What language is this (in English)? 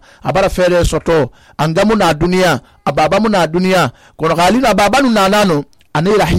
Susu